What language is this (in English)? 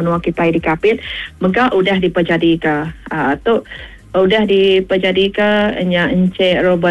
Iban